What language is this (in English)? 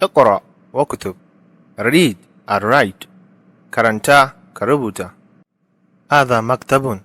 Hausa